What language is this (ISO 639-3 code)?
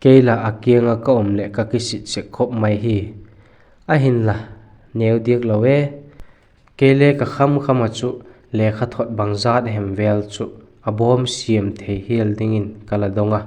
vap